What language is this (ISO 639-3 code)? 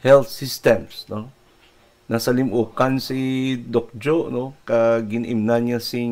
hil